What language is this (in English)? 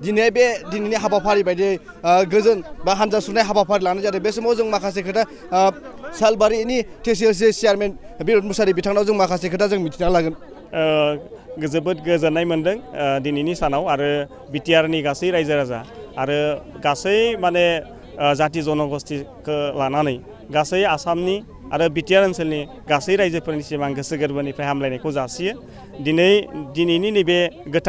Bodo